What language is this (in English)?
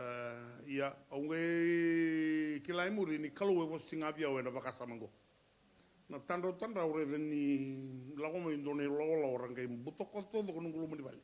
Fijian